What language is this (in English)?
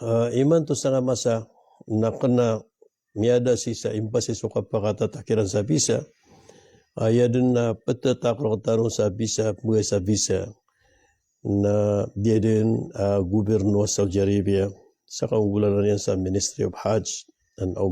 Maranao